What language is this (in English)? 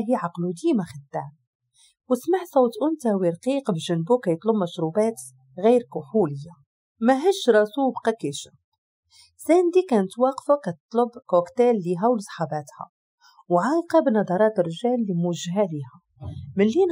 Moroccan Arabic